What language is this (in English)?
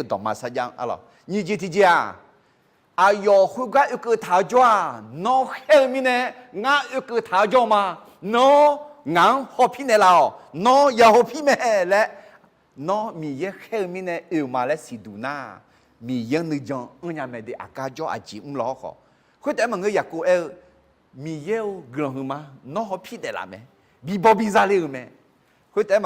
Akha